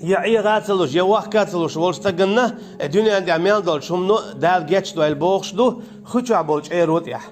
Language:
Chechen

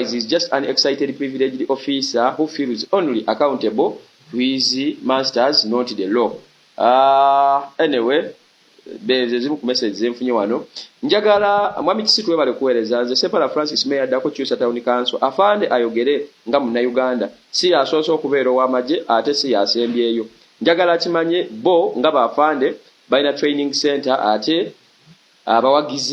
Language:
Ganda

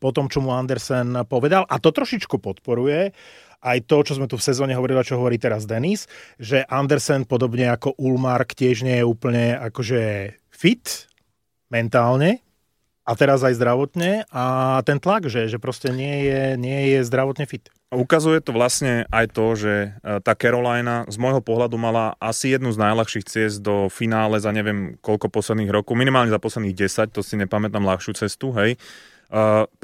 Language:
Slovak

